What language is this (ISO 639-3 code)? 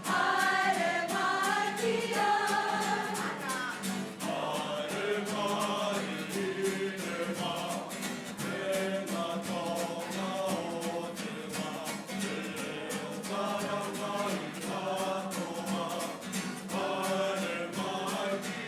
mri